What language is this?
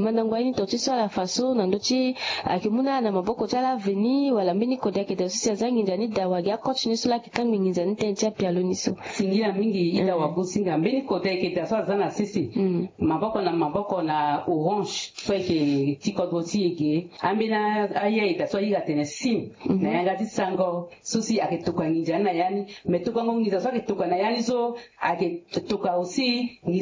Sango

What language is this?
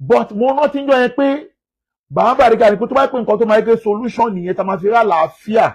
Yoruba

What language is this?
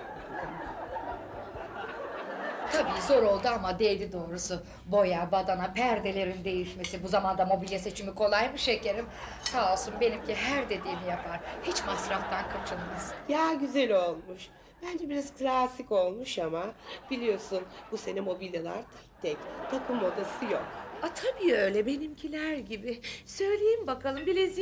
Turkish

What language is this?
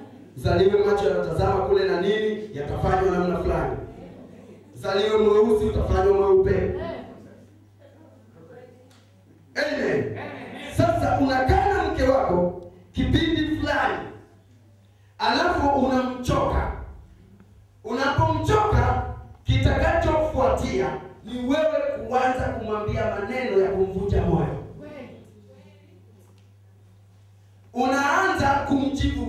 Swahili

